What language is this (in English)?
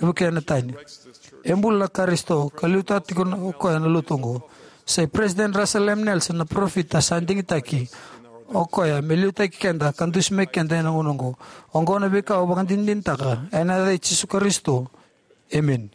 Fijian